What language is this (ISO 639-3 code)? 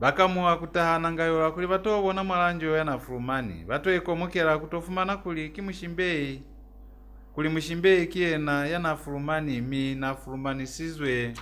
loz